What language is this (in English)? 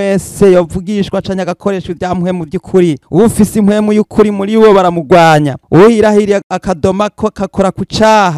Rundi